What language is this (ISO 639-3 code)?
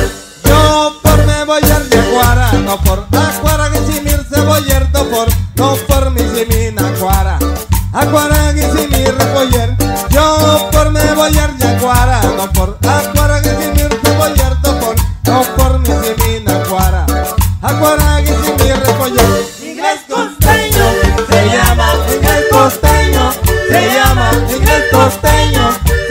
spa